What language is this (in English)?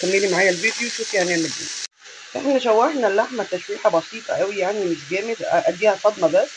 Egyptian Arabic